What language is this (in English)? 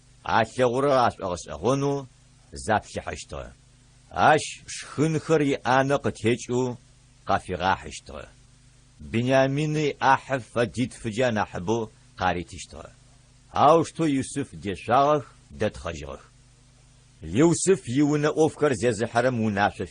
Adyghe